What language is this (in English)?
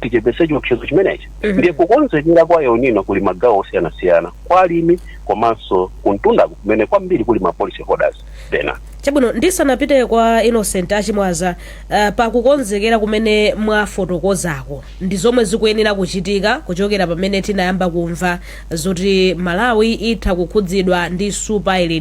Nyanja